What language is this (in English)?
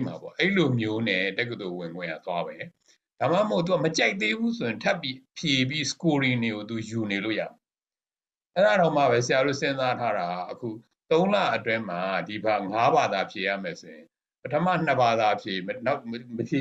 Burmese